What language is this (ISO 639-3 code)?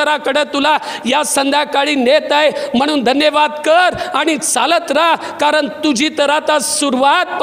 mar